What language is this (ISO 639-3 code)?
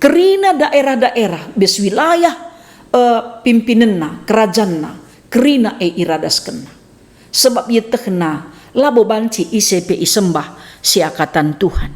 btx